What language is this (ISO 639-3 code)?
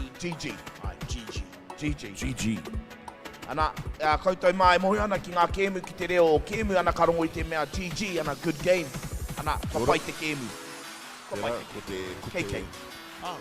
mri